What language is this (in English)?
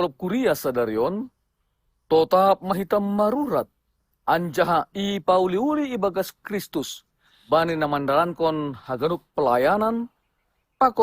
Batak Simalungun